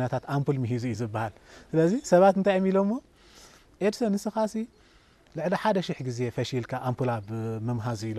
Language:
Tigrinya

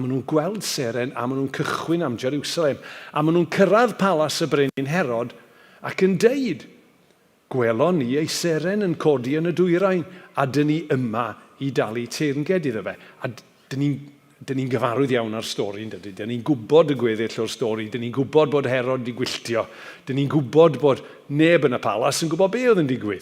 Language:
Welsh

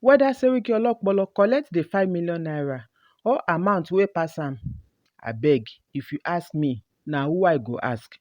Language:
Nigerian Pidgin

